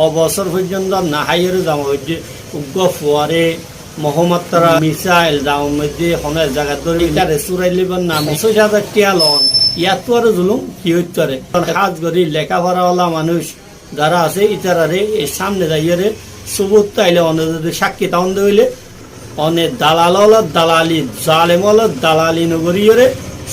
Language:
Rohingya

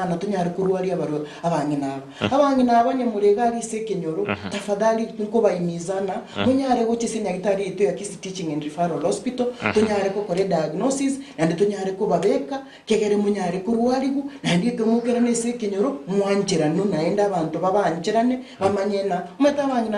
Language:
Gusii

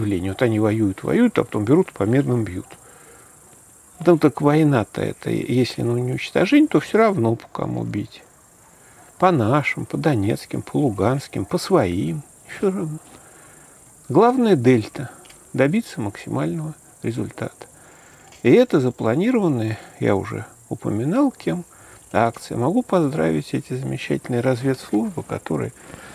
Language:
Russian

